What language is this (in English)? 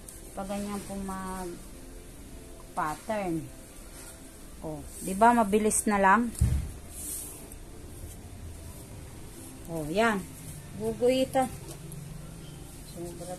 Filipino